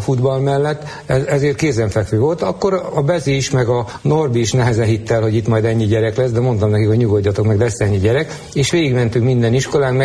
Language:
Hungarian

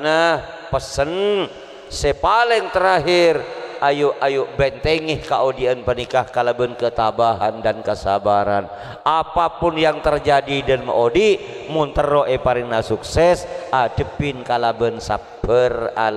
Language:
Madurese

